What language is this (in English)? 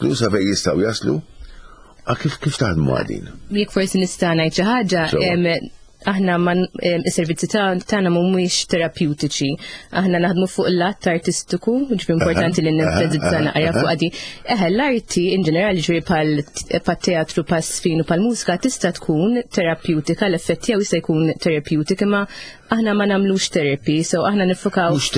Maltese